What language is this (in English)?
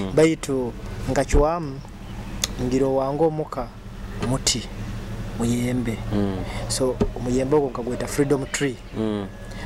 Nyoro